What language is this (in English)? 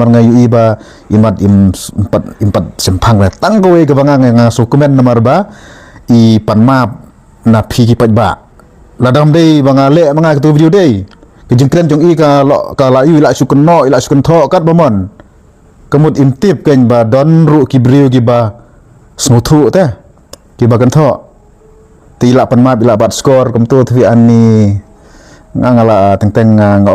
Khasi